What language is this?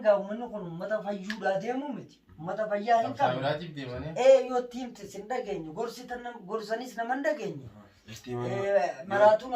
Oromo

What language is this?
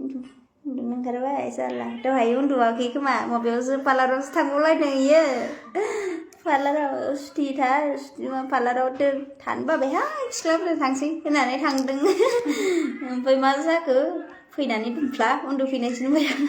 Bodo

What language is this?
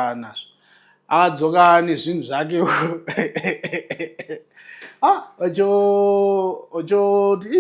Shona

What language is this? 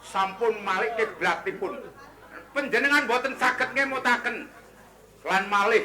Javanese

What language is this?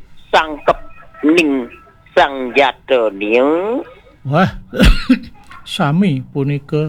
Balinese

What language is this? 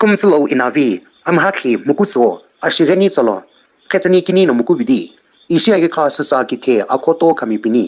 Sumi Naga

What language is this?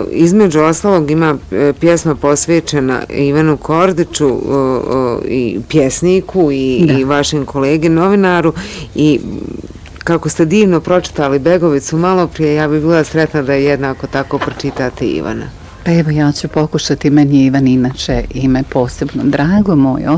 Bosnian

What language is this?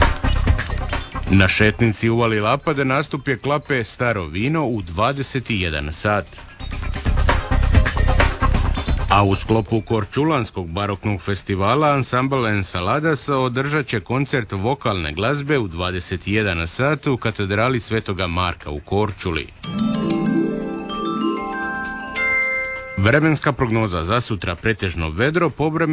Croatian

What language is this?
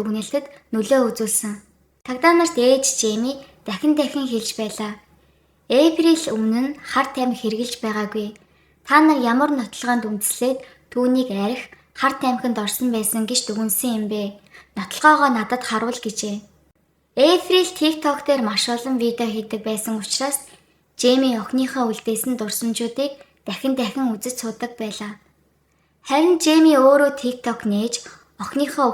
Mongolian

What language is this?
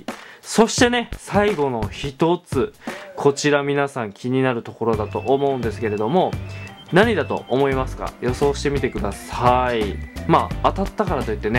Japanese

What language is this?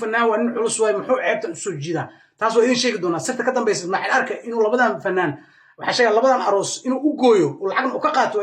Somali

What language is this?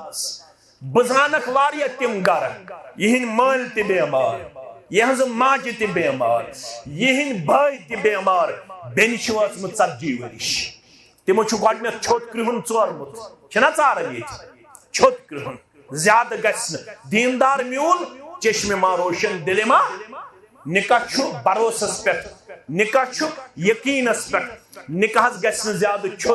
Kashmiri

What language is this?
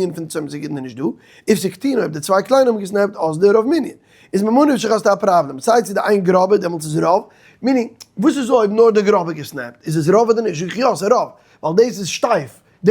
Yiddish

